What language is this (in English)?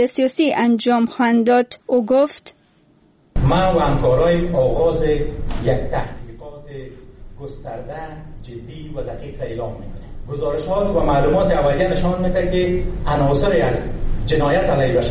Persian